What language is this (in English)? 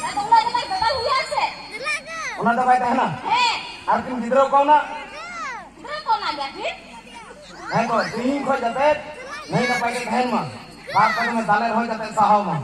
Santali